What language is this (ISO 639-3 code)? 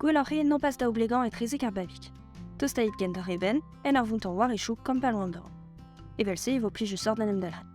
bre